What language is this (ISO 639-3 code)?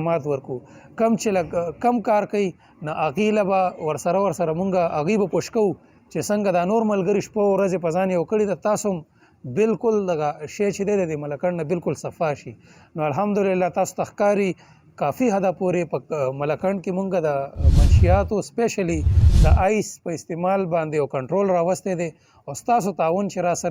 pus